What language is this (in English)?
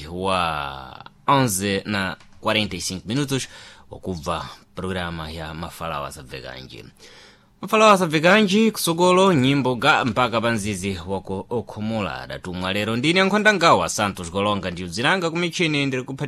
Sena